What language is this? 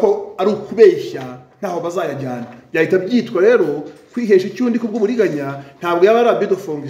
Kinyarwanda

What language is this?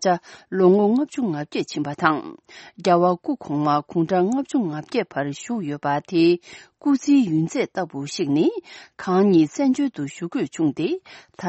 Tibetan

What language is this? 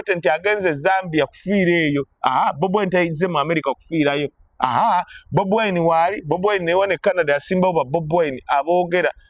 Ganda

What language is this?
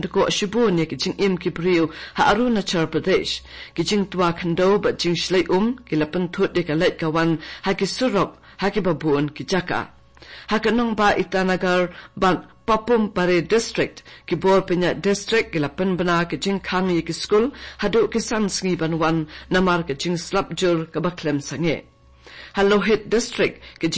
Khasi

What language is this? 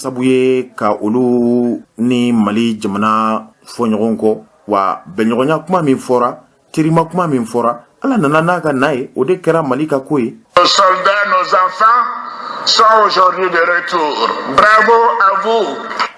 Bambara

